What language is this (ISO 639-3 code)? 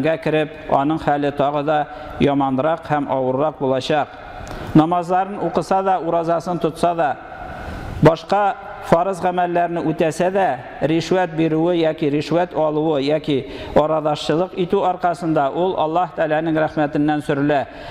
tat